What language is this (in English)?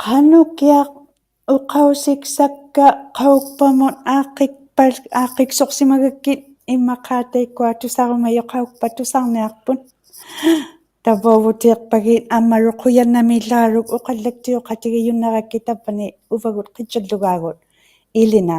Inuktitut